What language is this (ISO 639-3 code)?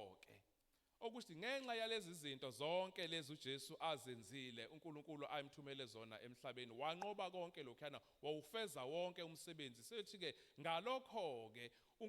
zul